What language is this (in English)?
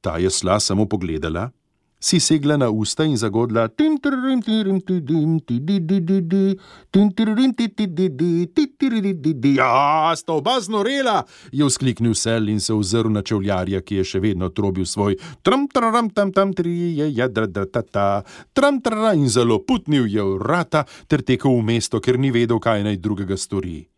Slovenian